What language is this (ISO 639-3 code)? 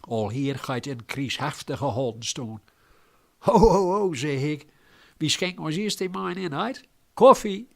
gos